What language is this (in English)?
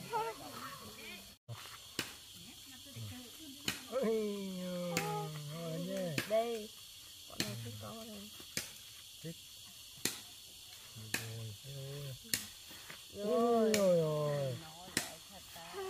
Vietnamese